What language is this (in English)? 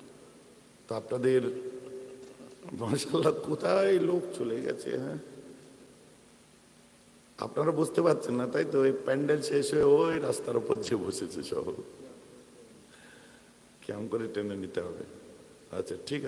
Bangla